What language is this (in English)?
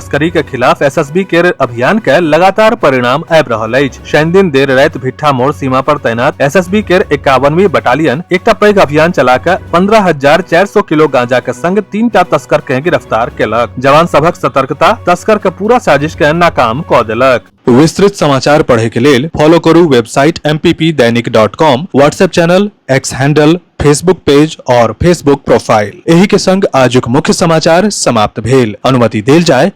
Maithili